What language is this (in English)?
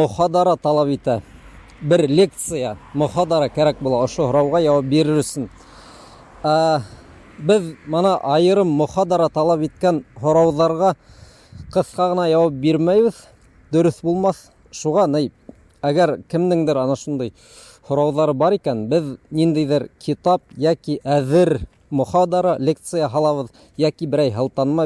Bashkir